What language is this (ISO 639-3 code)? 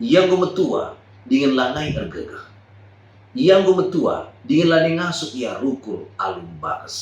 btx